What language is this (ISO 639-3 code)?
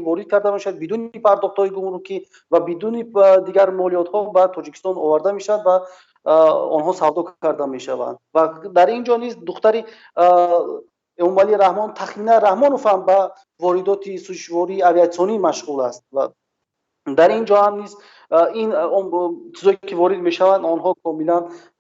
tgk